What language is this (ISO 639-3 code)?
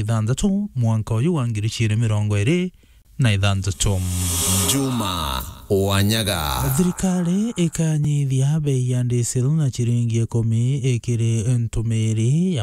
mer